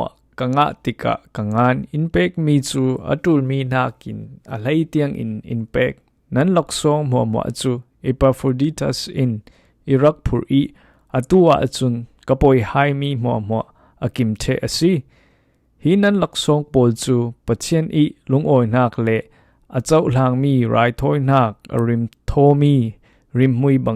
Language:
Falam Chin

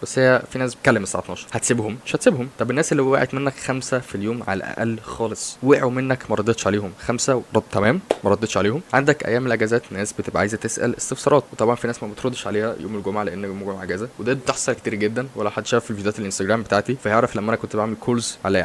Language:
Egyptian Arabic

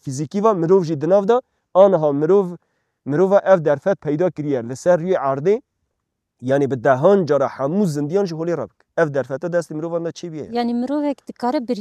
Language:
Kurdish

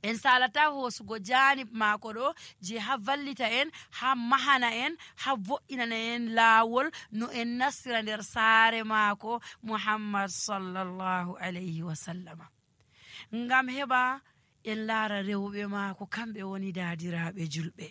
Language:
Nigerian Fulfulde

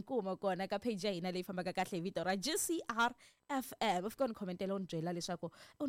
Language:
Tsonga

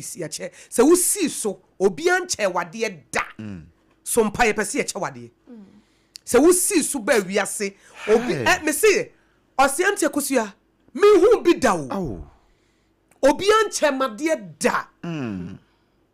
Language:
Akan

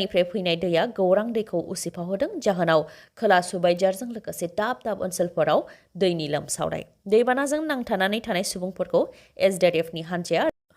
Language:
Bodo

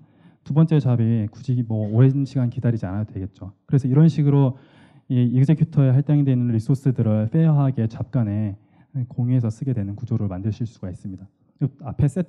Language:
Korean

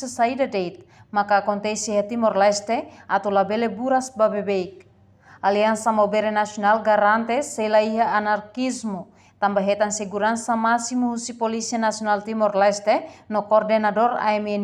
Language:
Tetum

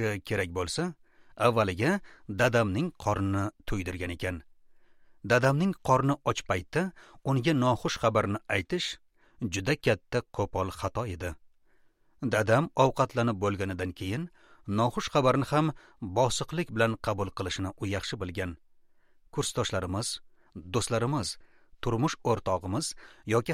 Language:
Uzbek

